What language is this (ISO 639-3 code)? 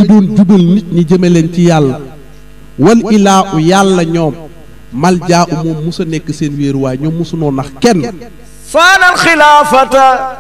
wol